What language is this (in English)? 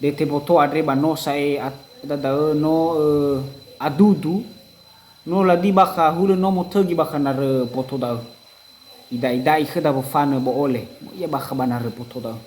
Nias